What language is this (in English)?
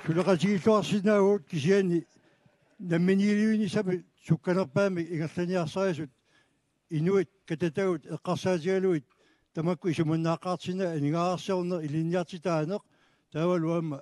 Kalaallisut